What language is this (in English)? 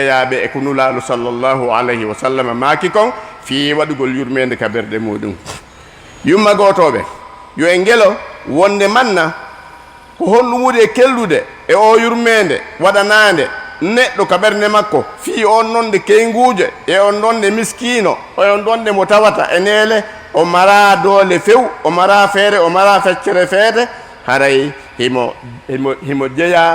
Fula